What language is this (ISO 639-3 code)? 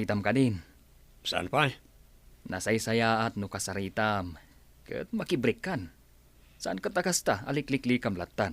ilo